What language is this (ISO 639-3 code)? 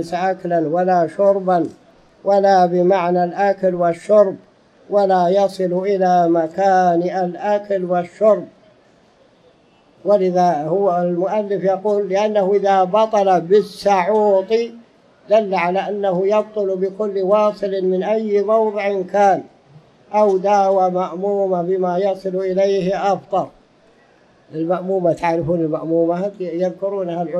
ara